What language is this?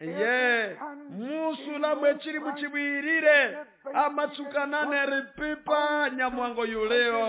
Nande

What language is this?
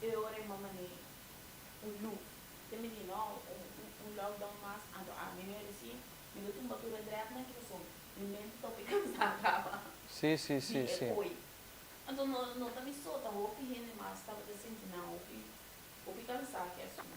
Papiamento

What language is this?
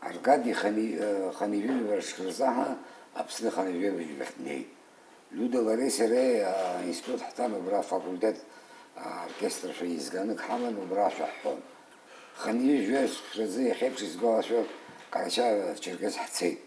Abkhazian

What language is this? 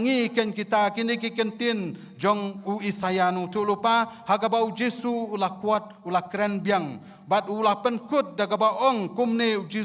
Khasi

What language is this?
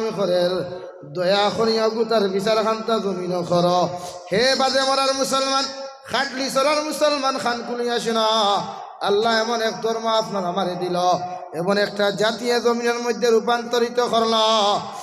Sylheti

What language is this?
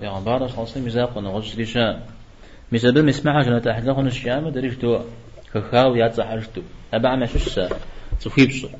Kabardian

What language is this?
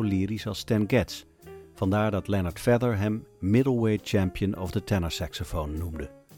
Dutch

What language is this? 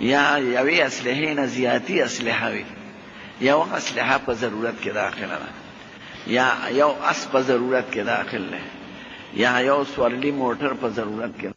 Pashto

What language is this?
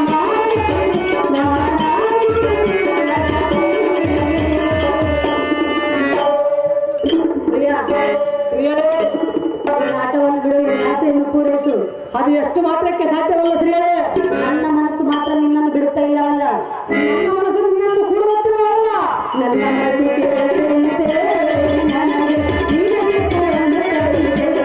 Kannada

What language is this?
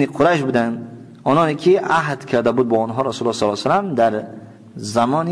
Tajik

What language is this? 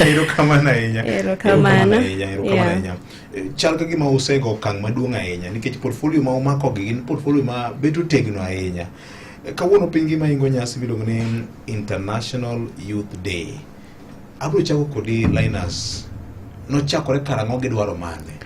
Luo (Kenya and Tanzania)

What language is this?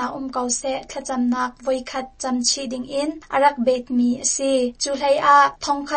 Hakha Chin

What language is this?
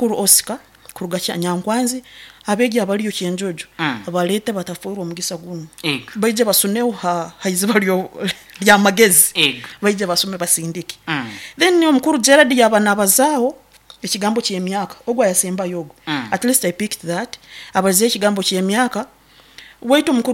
Nyoro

